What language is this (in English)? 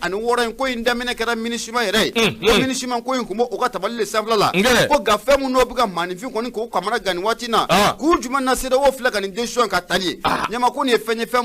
Bambara